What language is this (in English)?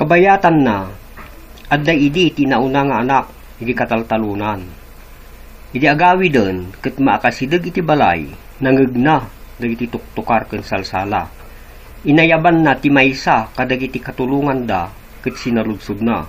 Iloko